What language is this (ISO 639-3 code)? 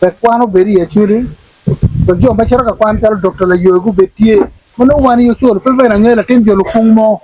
ach